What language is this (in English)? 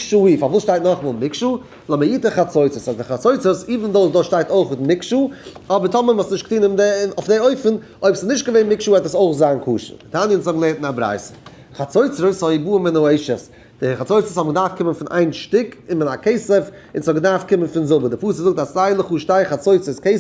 Yiddish